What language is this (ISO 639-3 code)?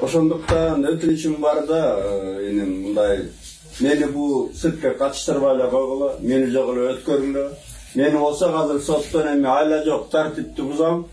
kir